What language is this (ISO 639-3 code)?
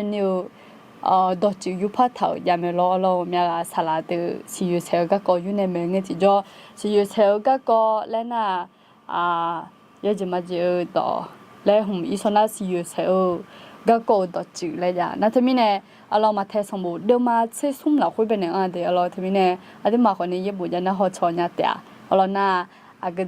ahk